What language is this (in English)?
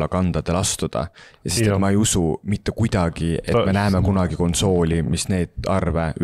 Estonian